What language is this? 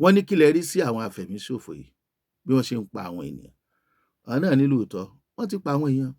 Yoruba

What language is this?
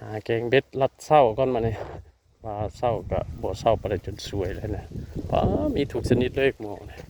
Northeastern Thai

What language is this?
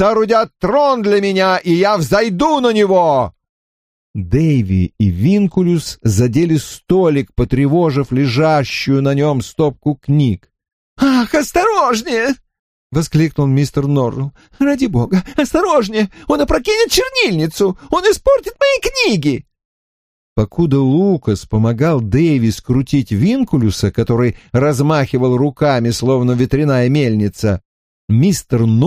Russian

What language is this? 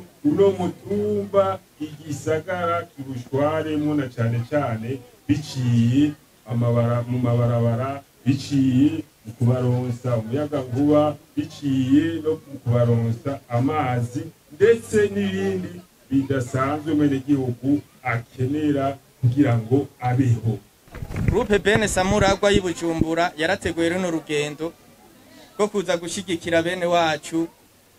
Rundi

